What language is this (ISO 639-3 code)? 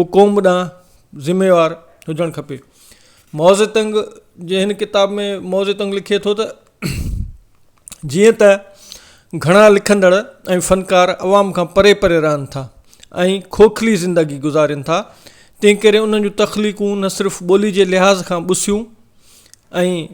snd